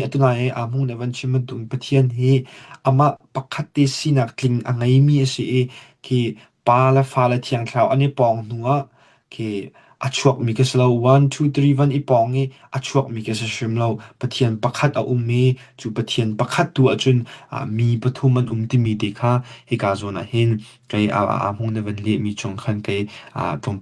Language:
Falam Chin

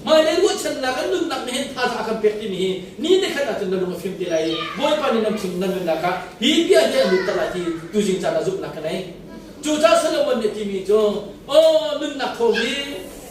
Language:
Hakha Chin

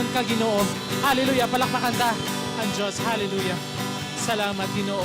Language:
Hiligaynon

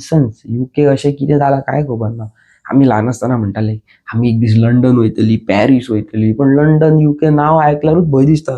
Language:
Konkani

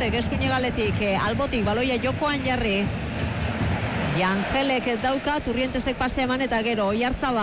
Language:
Basque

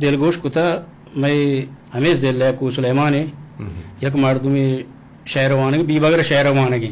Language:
Eastern Balochi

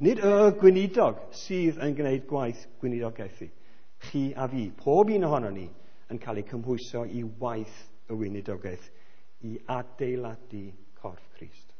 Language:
Welsh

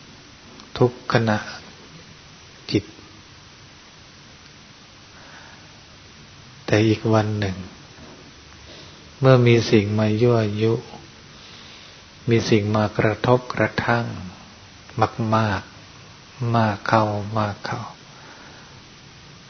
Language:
Thai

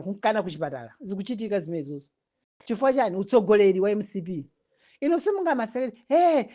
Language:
Nyanja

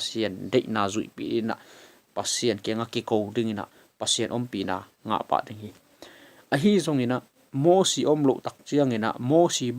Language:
Tedim Chin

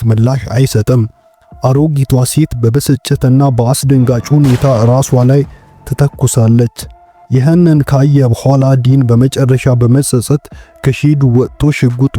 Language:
Amharic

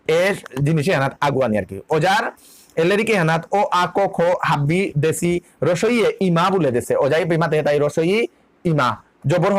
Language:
Bishnupriya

